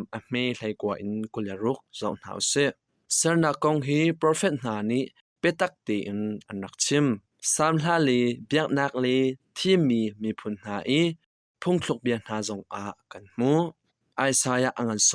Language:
Hakha Chin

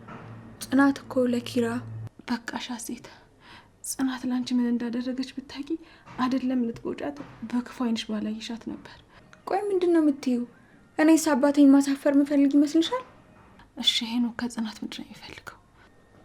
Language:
Amharic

